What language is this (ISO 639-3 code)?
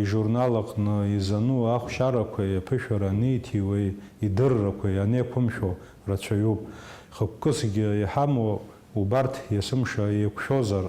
abk